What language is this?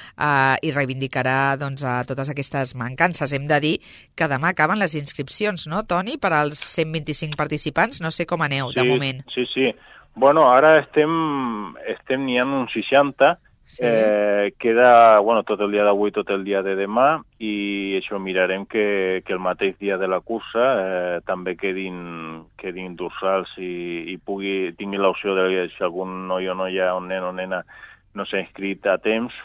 Catalan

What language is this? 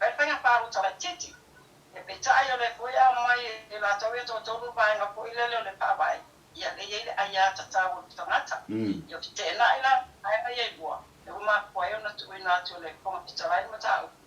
Samoan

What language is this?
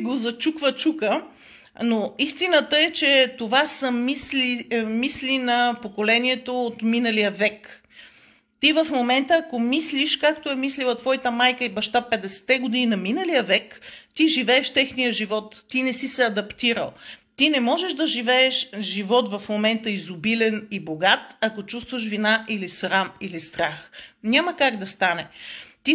Bulgarian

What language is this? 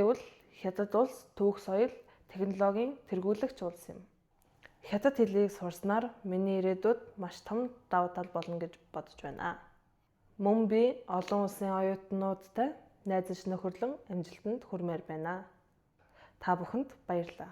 Mongolian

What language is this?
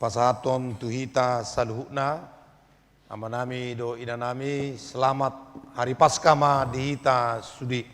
Batak Toba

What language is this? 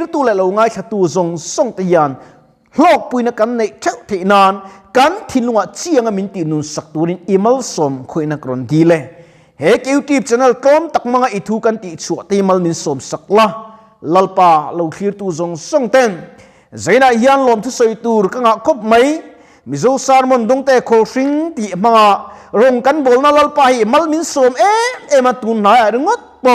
Mizo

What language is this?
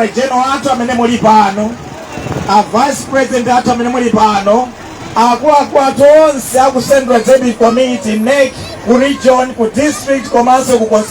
Nyanja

